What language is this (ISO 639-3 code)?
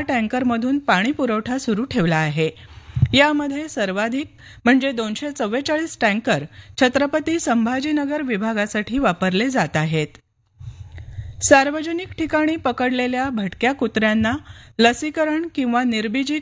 mar